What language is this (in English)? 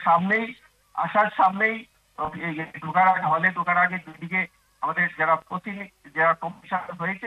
Bangla